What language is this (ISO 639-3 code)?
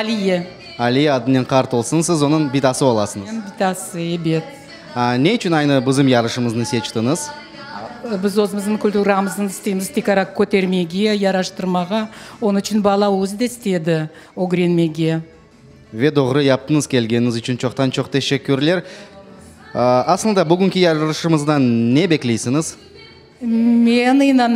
crh